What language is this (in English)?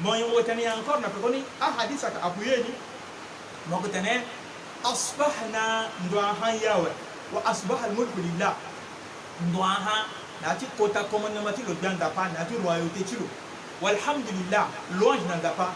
Sango